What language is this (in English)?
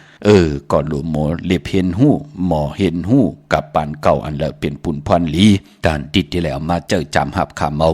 Shan